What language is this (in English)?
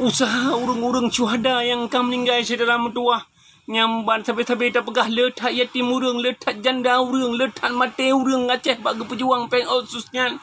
Achinese